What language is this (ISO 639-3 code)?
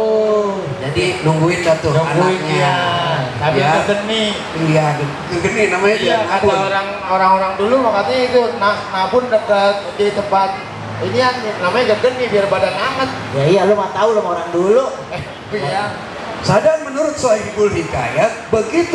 bew